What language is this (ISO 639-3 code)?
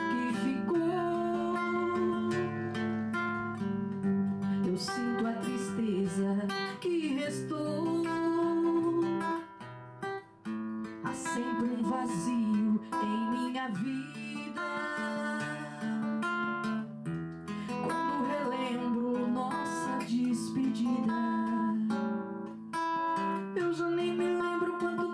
por